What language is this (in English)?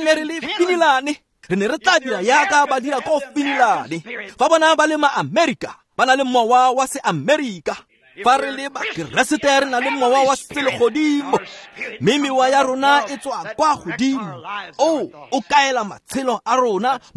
Tswana